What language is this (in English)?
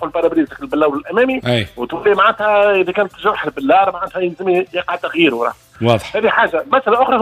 Tunisian Arabic